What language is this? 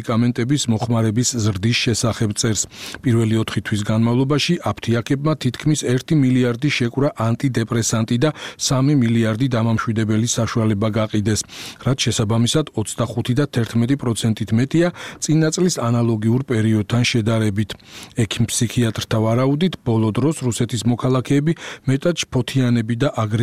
Georgian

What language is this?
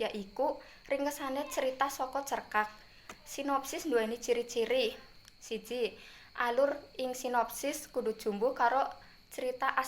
Javanese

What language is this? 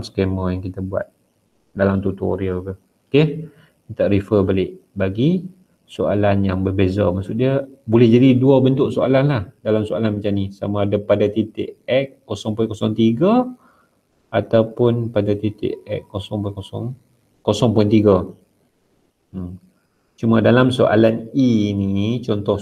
Malay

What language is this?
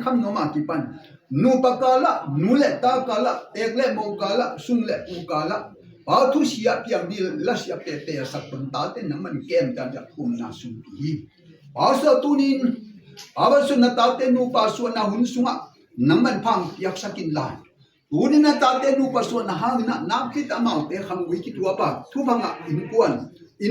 Tedim Chin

